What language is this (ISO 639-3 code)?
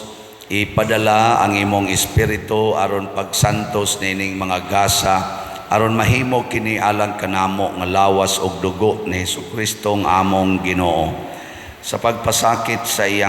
ceb